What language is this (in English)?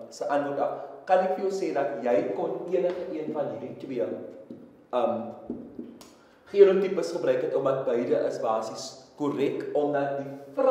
Afrikaans